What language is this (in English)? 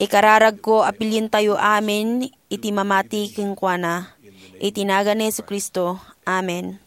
Iloko